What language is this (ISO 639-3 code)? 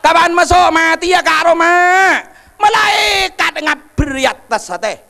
mad